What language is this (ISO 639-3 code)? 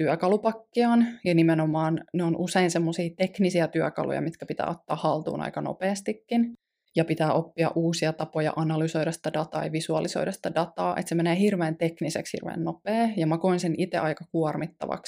fin